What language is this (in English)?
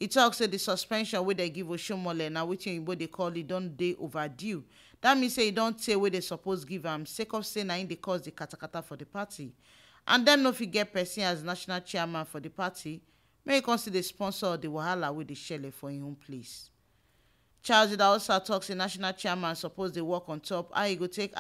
Nigerian Pidgin